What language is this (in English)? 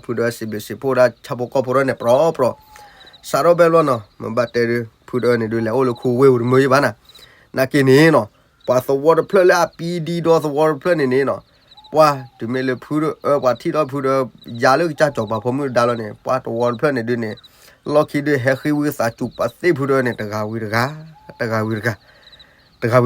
S'gaw Karen